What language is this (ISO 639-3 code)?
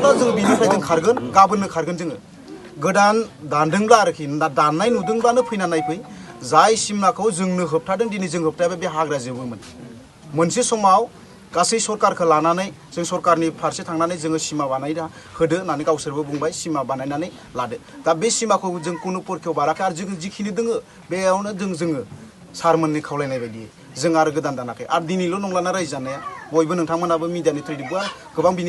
brx